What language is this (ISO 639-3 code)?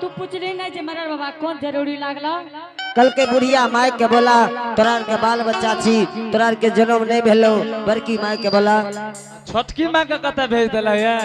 anp